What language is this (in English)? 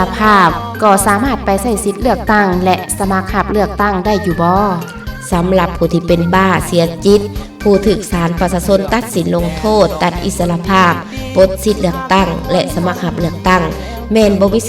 Lao